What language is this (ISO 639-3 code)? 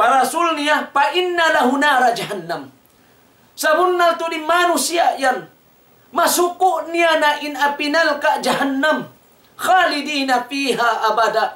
tsg